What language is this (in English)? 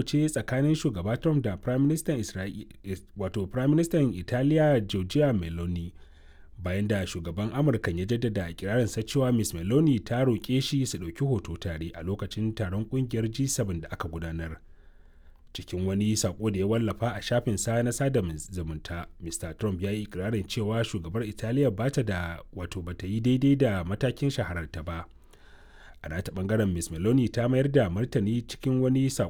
Hausa